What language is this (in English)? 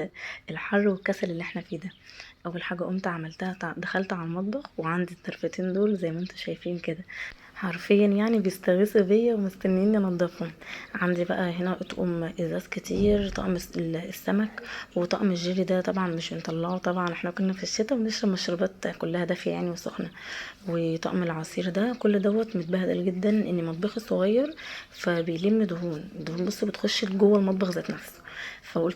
Egyptian Arabic